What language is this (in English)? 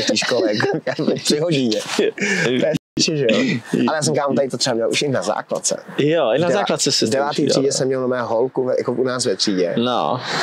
Czech